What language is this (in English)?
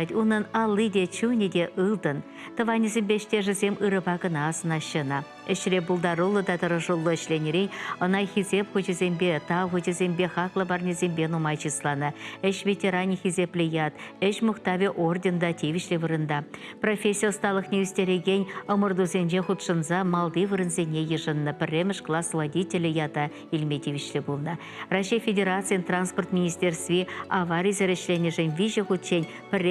Chuvash